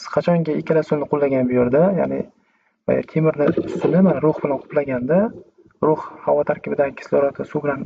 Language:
Uzbek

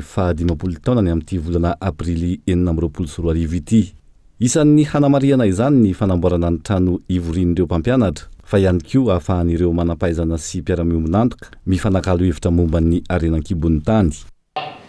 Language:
Malagasy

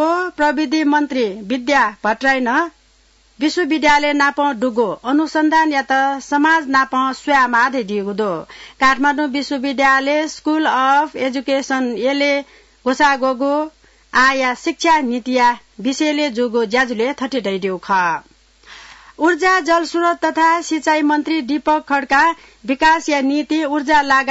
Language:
Newari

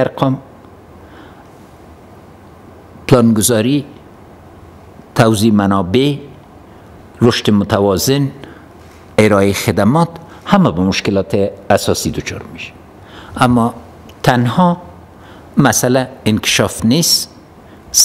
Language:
Persian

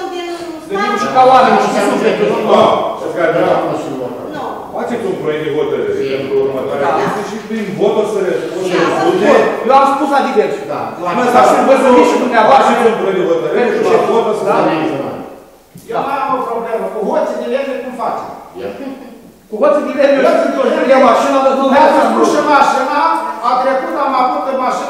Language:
Romanian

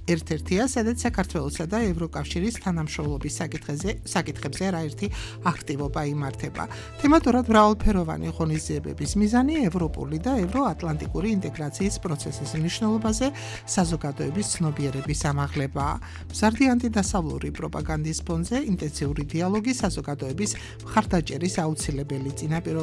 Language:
Georgian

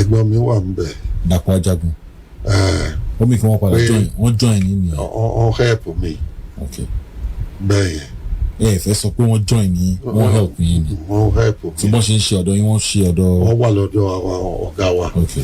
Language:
Yoruba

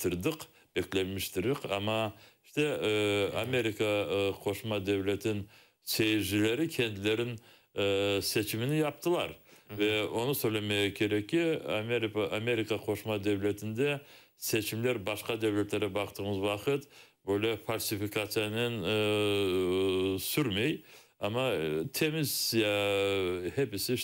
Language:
Crimean Tatar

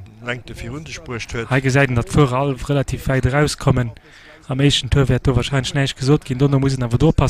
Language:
Luxembourgish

